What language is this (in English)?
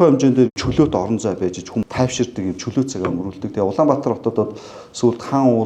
Mongolian